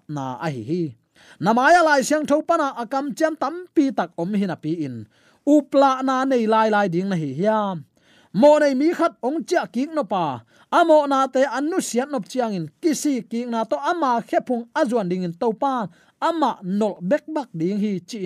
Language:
Tedim Chin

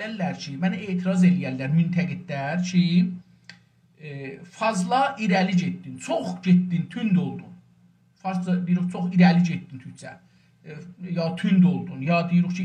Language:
South Azerbaijani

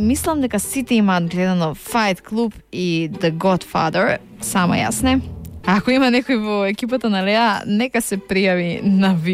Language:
Macedonian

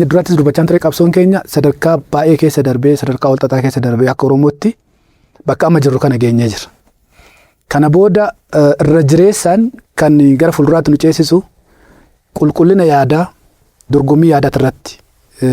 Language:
Oromo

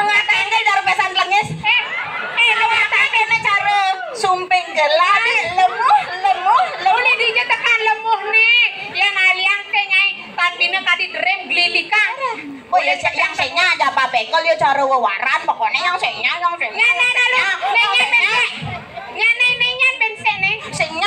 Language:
Balinese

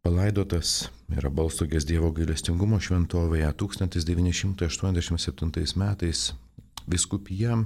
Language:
Lithuanian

